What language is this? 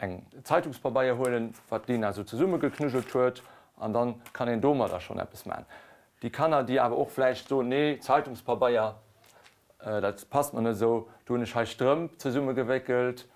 Luxembourgish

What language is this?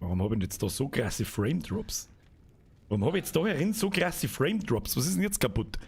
Bavarian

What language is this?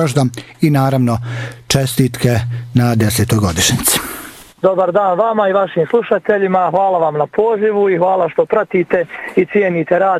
Bosnian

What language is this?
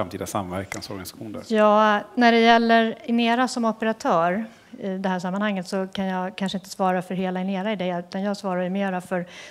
Swedish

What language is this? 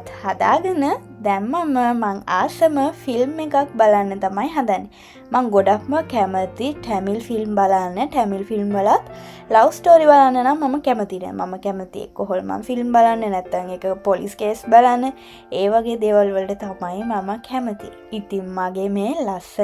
Sinhala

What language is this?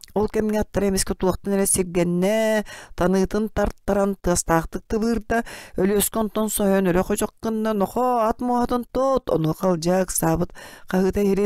Yakut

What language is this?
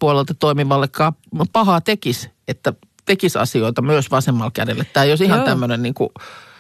Finnish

